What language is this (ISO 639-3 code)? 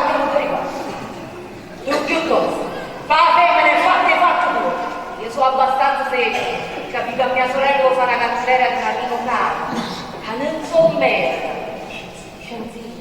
nap